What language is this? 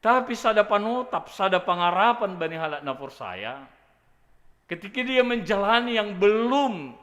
Batak Simalungun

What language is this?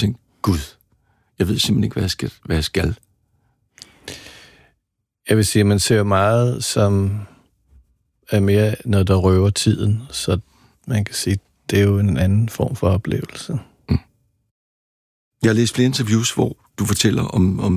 Danish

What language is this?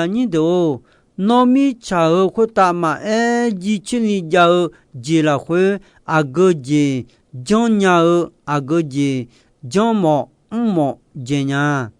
Akha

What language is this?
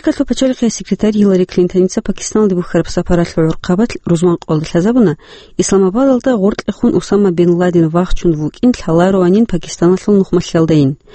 Avaric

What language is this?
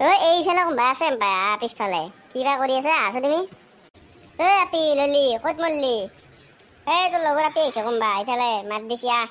Assamese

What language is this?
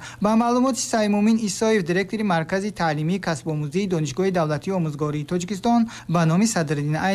Tajik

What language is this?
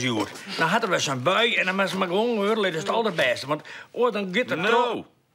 Western Frisian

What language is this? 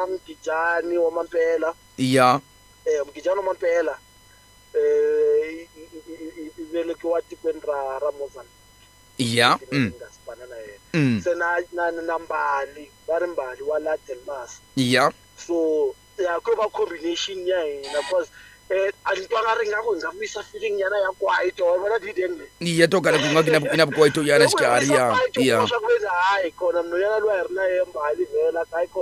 Tsonga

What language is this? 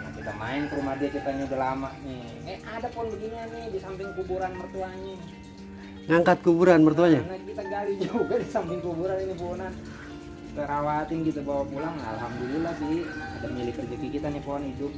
Betawi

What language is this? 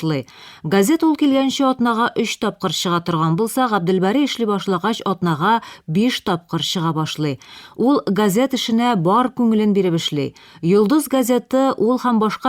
Tatar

